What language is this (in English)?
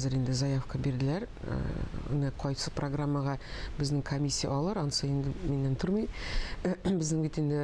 Tatar